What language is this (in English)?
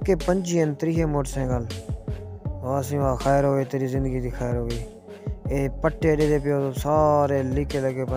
Saraiki